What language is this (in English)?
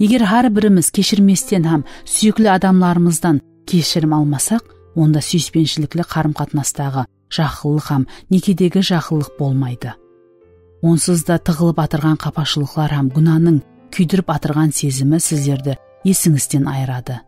Kara-Kalpak